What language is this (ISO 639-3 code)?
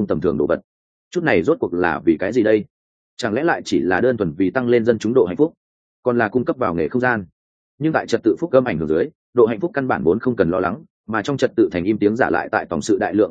vie